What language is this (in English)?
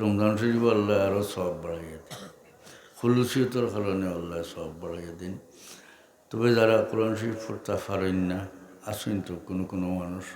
Sylheti